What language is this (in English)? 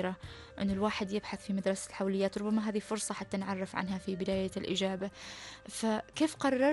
Arabic